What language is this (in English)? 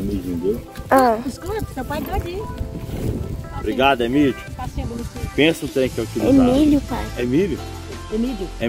Portuguese